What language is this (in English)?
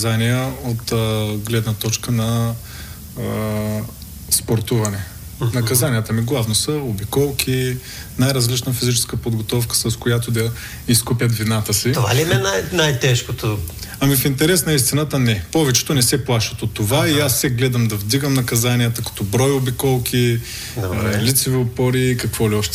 Bulgarian